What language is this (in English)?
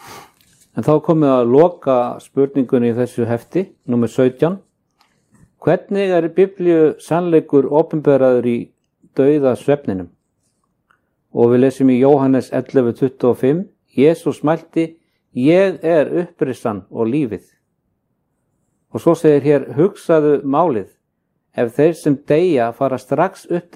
Icelandic